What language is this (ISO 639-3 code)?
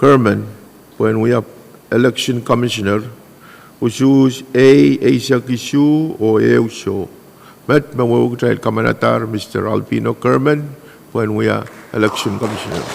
pon